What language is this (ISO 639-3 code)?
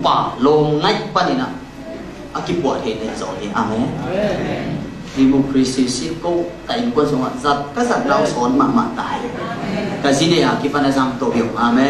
ctd